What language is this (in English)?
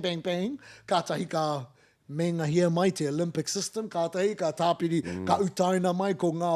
Māori